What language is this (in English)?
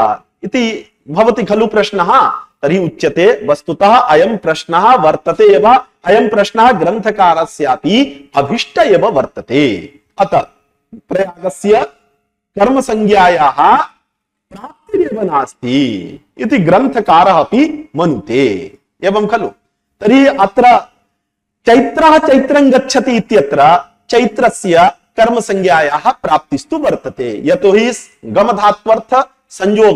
Sanskrit